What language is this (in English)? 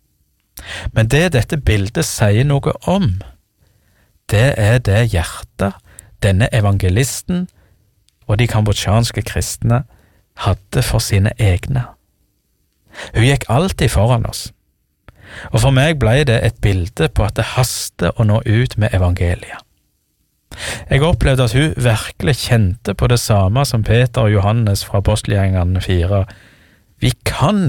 Norwegian